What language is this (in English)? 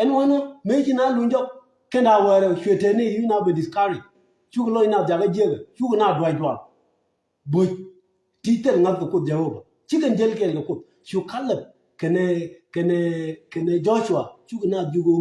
Nuer